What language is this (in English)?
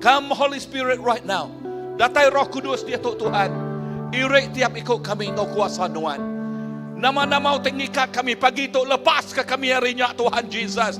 Iban